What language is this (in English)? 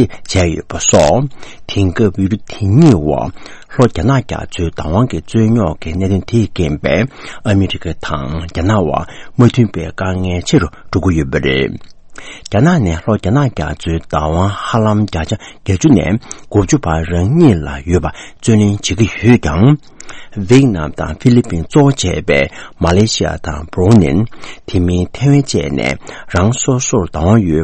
Tibetan